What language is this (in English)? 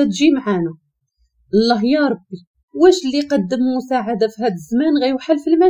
Moroccan Arabic